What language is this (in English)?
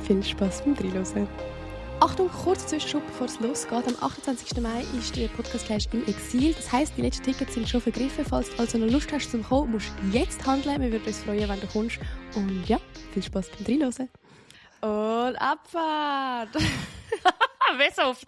Swiss German